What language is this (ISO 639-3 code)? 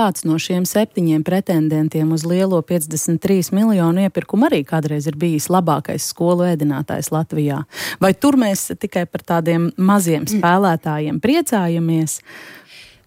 lav